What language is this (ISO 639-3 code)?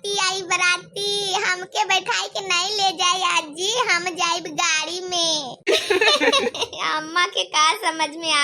bho